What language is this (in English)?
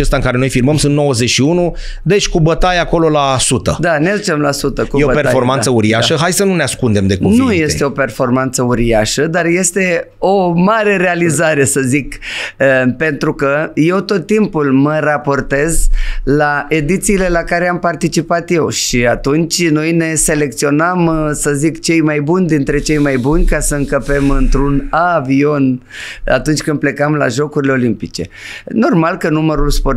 Romanian